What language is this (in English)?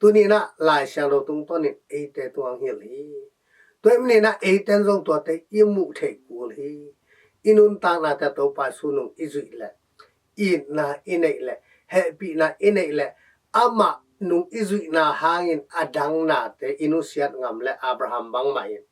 Tedim Chin